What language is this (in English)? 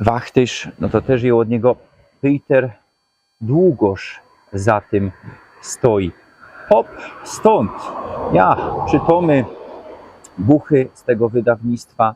Silesian